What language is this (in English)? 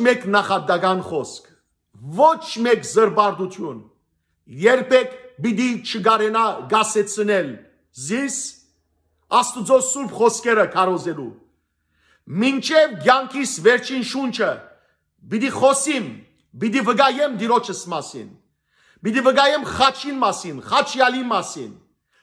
Western Armenian